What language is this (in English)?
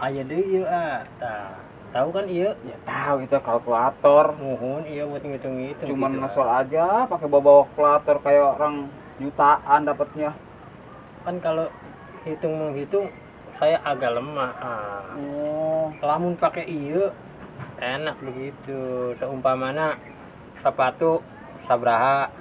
Betawi